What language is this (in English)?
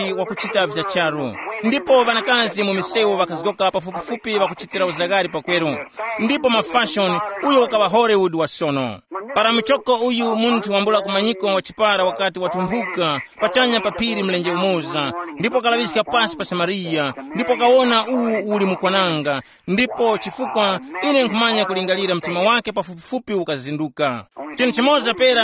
Tumbuka